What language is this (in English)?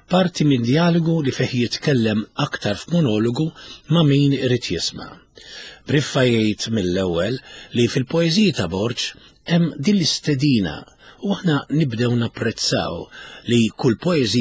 Maltese